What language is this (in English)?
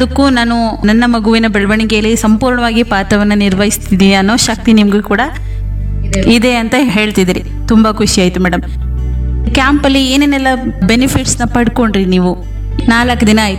Kannada